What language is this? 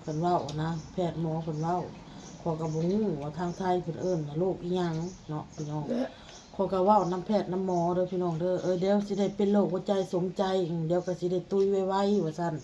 Lao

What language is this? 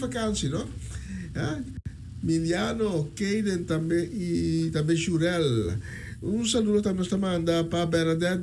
Papiamento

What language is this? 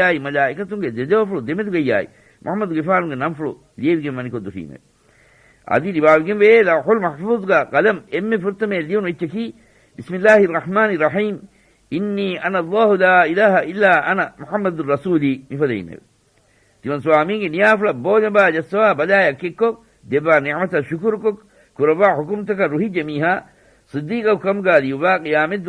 Divehi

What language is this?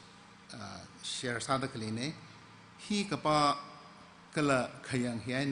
Tangkhul Naga (India)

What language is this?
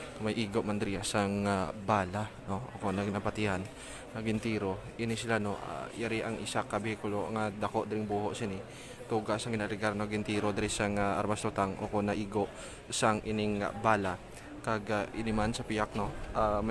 Hiligaynon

